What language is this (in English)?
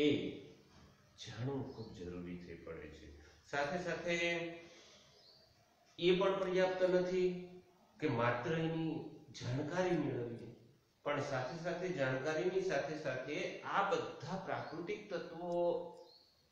Gujarati